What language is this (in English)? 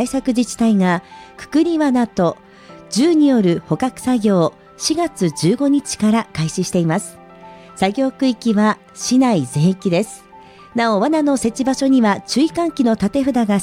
Japanese